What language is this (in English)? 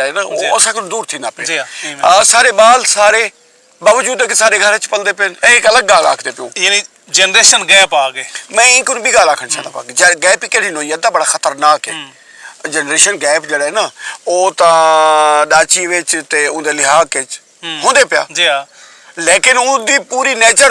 Saraiki